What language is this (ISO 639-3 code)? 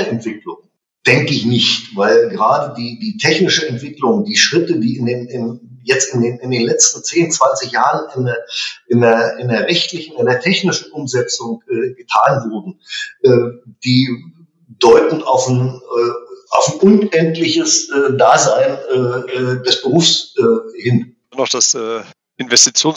deu